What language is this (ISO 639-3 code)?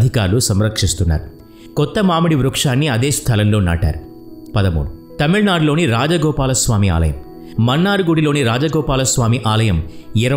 tel